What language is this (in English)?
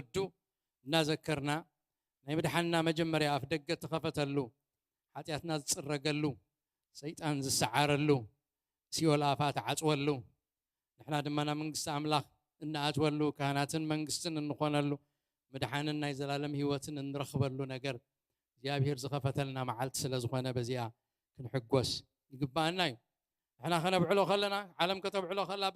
Tigrinya